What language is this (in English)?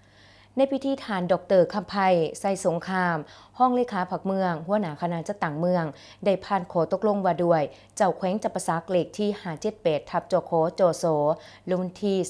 Lao